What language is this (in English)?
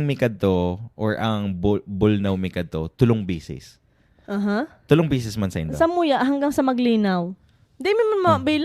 Bikol